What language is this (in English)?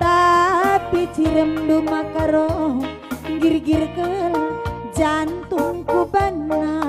Batak Karo